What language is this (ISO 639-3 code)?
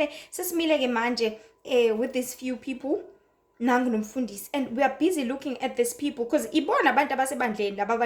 zul